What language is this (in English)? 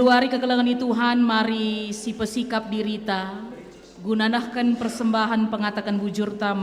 Batak Karo